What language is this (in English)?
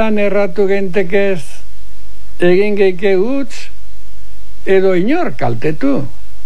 Basque